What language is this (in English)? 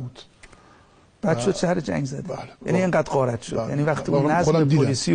Persian